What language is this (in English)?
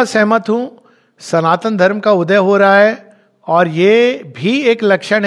Hindi